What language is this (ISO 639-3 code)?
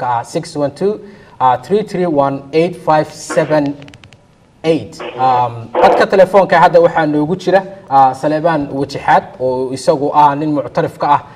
som